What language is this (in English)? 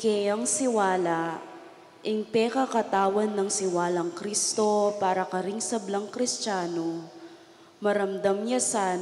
Pampanga